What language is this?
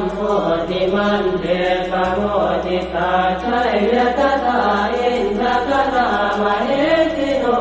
Pali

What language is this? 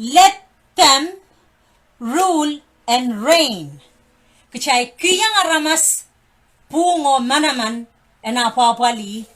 Pohnpeian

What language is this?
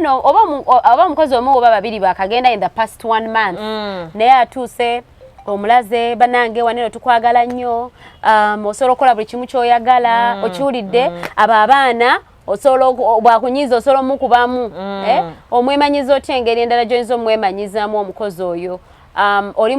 Ganda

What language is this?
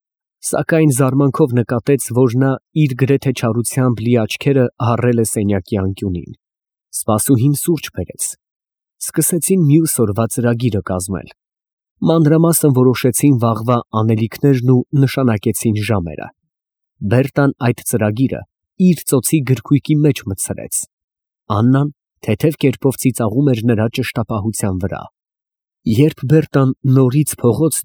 Armenian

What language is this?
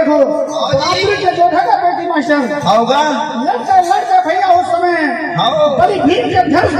Chhattisgarhi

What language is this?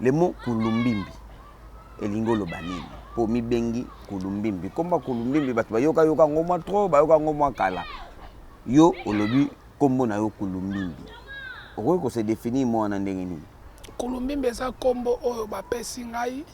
Lingala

